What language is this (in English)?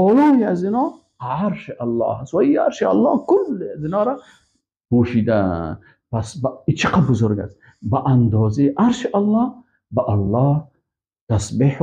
Persian